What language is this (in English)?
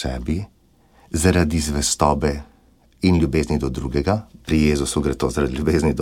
Slovenian